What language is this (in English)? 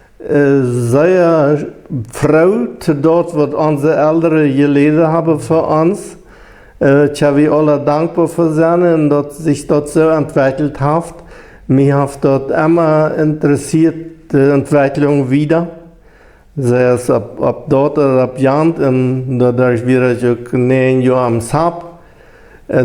Plautdietsch